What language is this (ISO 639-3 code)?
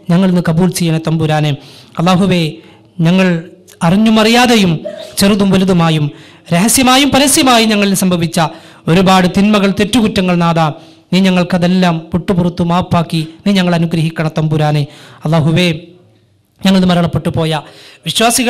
mal